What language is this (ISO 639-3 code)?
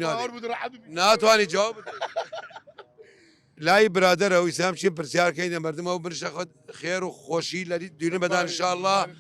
sdh